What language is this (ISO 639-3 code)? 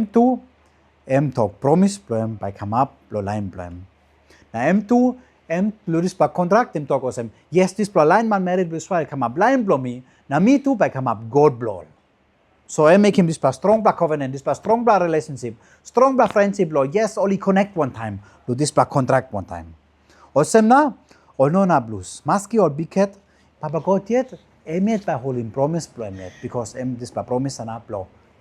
tpi